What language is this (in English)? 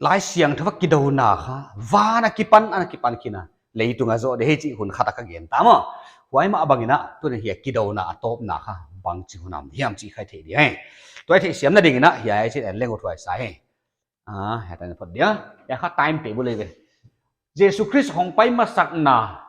Paite Chin